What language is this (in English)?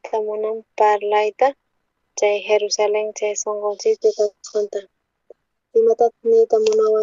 South Bolivian Quechua